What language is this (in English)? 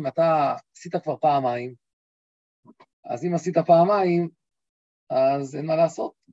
Hebrew